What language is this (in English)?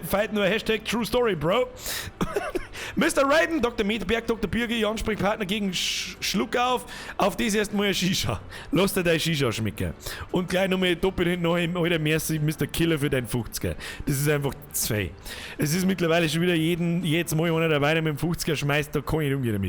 Bavarian